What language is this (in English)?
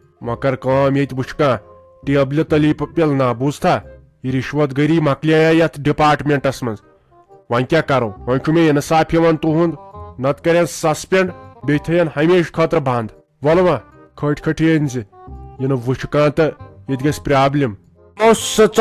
Kashmiri